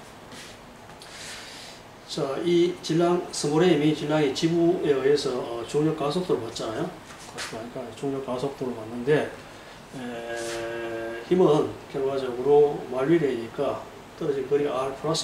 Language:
Korean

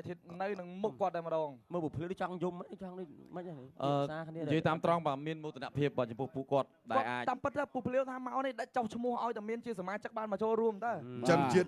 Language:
Khmer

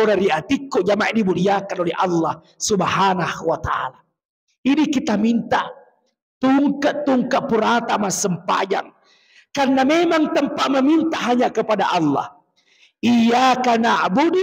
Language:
Buginese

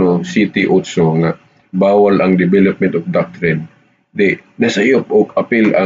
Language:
Cebuano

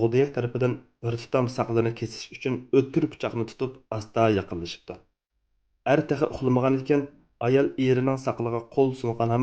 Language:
Uyghur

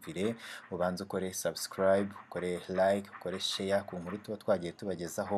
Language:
Kinyarwanda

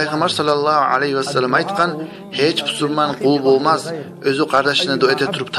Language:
Kumyk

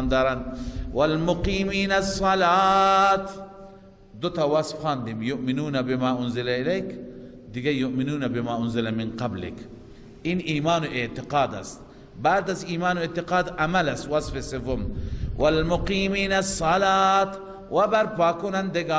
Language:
Persian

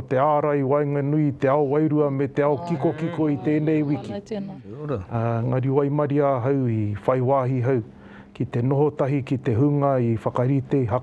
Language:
Māori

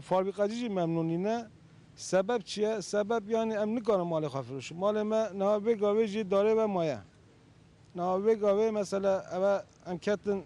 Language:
Kurdish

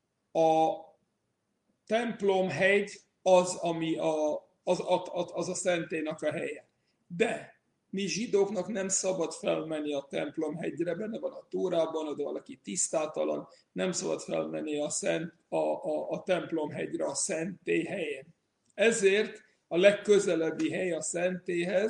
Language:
Hungarian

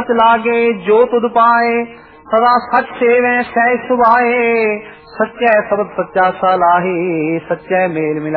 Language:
Punjabi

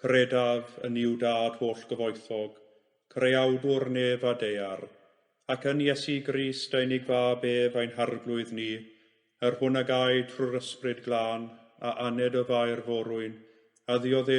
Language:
Welsh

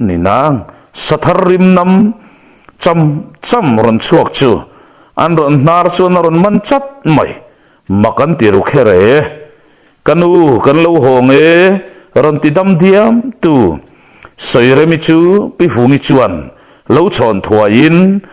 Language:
Mizo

